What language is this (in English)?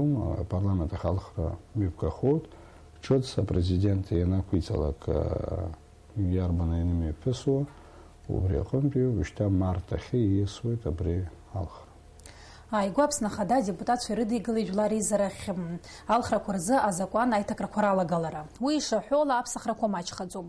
Abkhazian